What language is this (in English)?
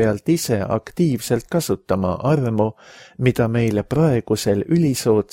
Estonian